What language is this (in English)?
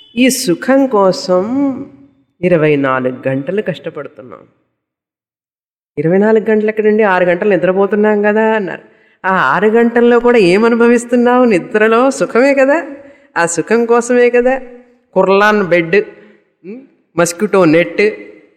Telugu